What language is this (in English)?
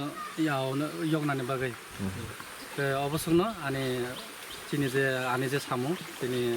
Riang (India)